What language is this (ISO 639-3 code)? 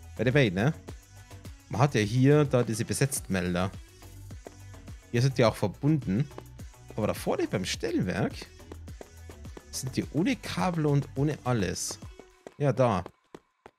deu